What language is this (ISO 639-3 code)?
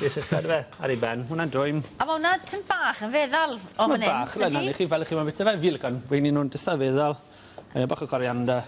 cym